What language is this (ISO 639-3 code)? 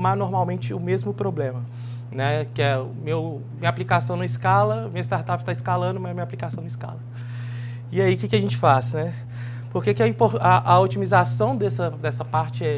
por